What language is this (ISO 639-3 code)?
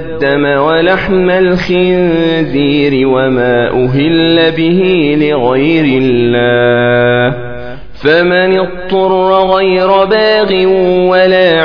ara